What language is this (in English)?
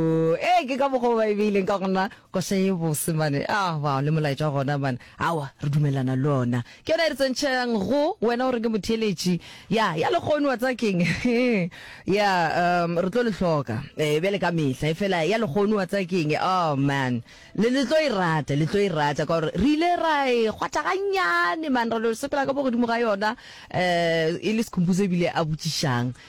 Northern Sotho